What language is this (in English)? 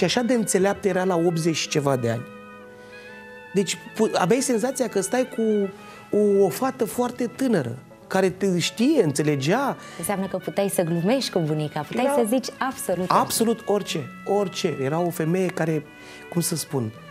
Romanian